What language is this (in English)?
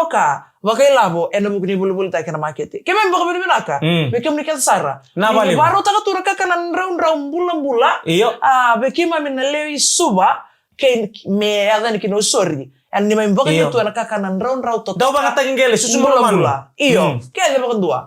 Fijian